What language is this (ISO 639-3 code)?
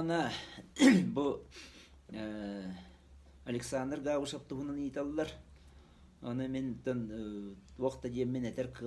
sah